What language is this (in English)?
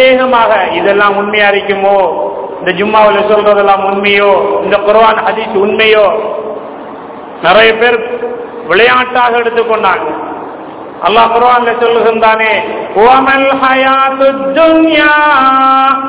Tamil